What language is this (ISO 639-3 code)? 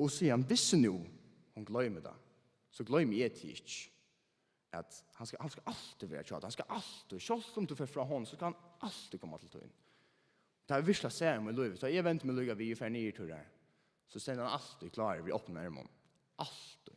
fao